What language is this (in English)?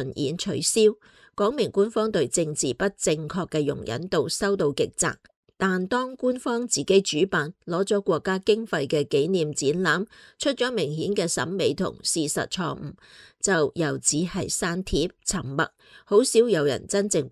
Cantonese